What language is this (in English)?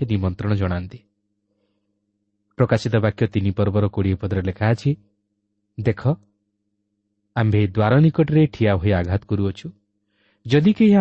Odia